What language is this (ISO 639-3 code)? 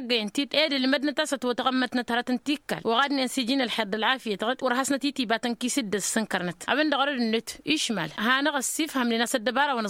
taq